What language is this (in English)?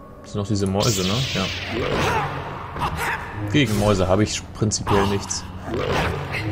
German